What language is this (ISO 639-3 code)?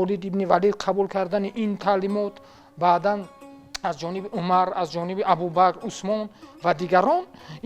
tgk